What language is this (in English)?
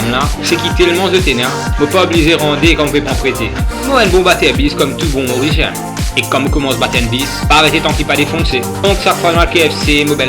Morisyen